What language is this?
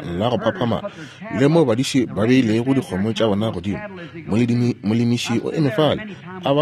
Northern Sotho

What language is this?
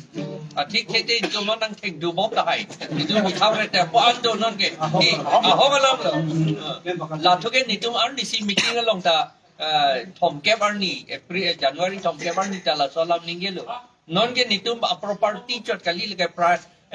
Karbi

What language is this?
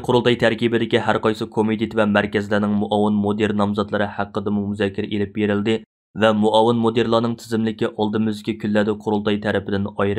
Uyghur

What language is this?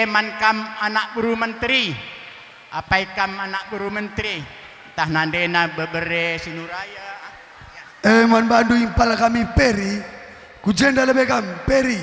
Batak Karo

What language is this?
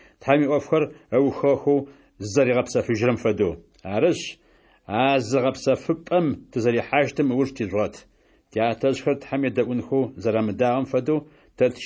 Adyghe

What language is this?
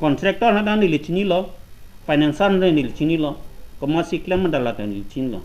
Karbi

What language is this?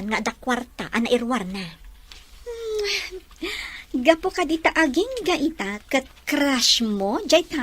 Iloko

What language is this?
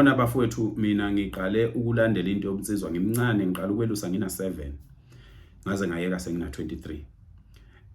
Zulu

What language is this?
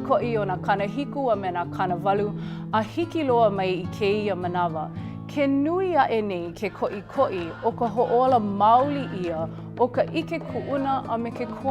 Hawaiian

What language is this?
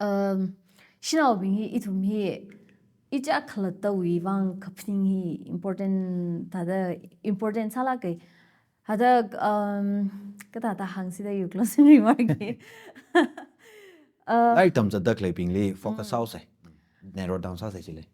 Tangkhul Naga (India)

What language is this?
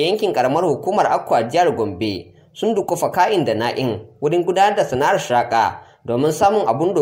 Hausa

